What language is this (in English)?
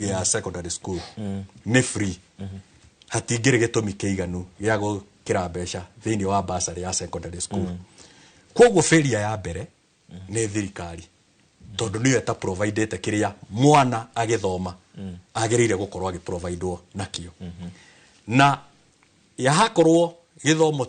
Kikuyu